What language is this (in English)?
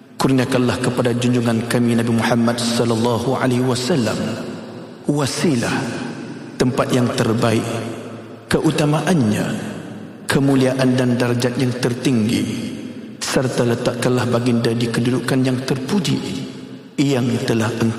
Malay